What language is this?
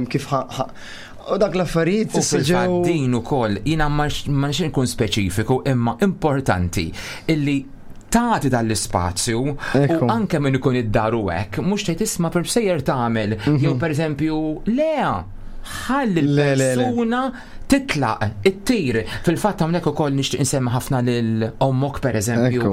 Maltese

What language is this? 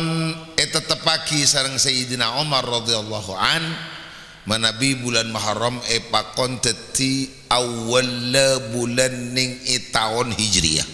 Madurese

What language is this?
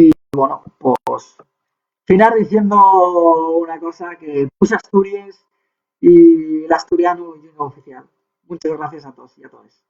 Asturian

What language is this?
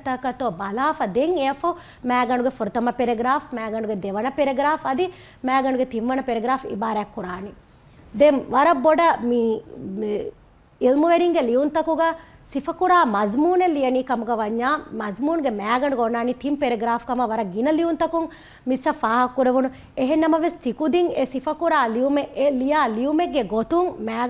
Divehi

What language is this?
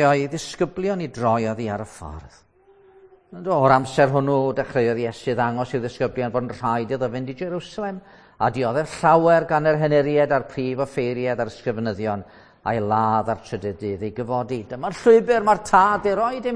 Welsh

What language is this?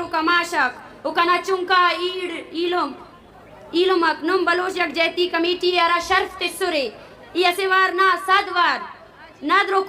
Eastern Balochi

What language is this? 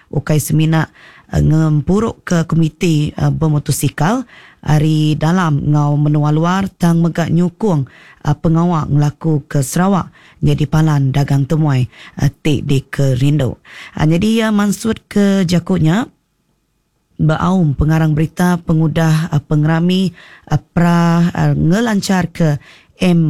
Iban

